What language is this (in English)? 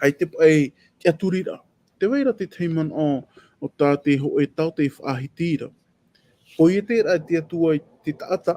Tahitian